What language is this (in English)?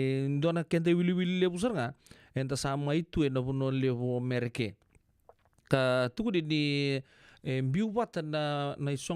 Fijian